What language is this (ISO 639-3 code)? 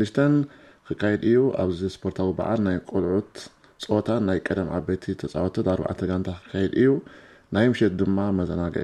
tir